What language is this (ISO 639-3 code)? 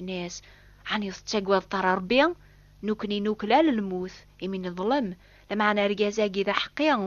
kab